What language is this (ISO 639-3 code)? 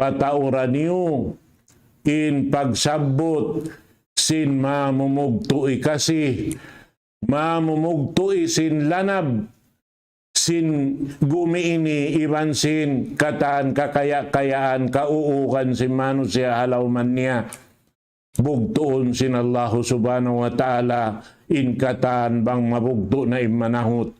tsg